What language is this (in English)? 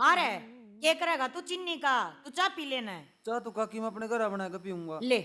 Haryanvi